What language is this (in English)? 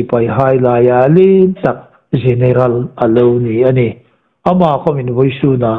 Hmar